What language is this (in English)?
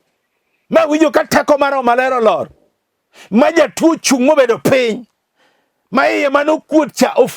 Luo (Kenya and Tanzania)